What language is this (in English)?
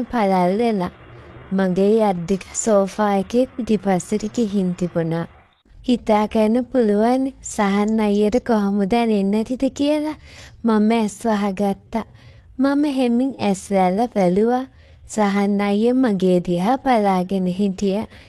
Sinhala